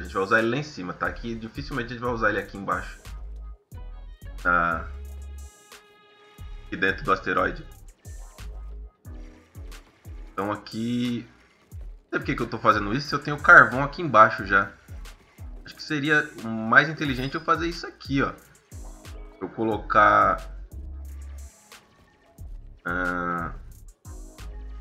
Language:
Portuguese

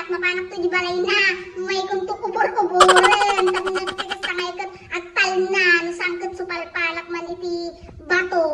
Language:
Iloko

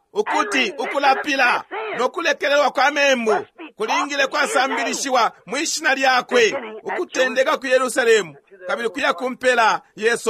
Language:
Bemba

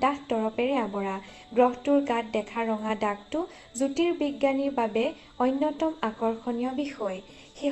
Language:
Assamese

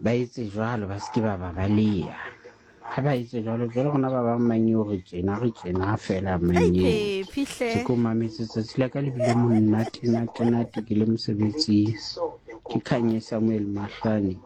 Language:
Southern Sotho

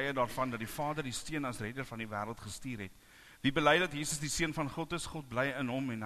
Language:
Afrikaans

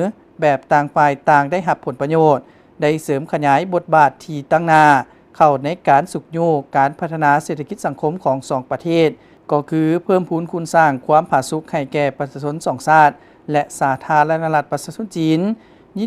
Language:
Lao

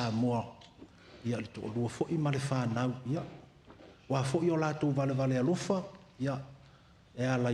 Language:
Samoan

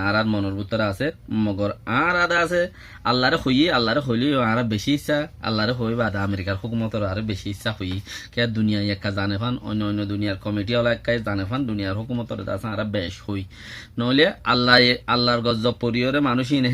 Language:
Rohingya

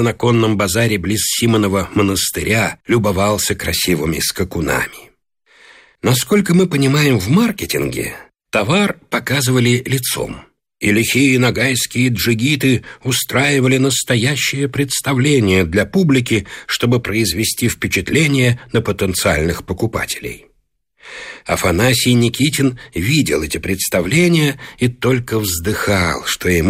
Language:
Russian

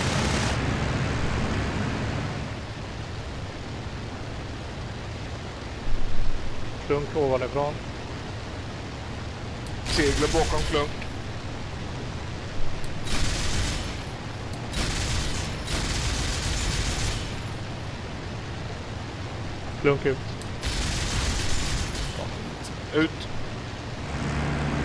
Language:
Swedish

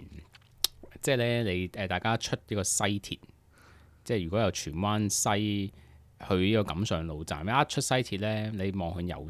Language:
Cantonese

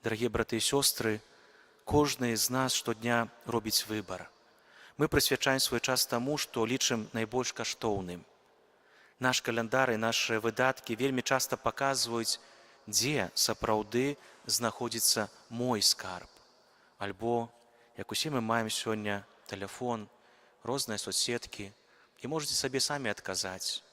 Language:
Belarusian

